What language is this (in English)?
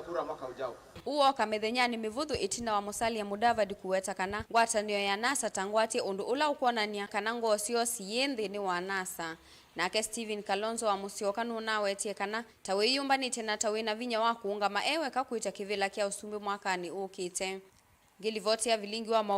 Kamba